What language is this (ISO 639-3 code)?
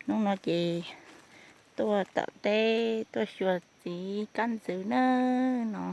hmn